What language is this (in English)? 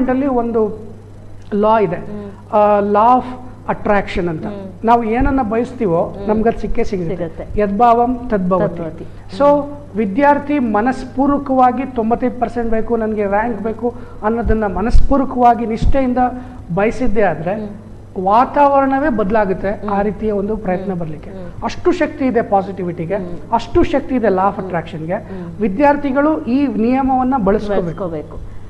Kannada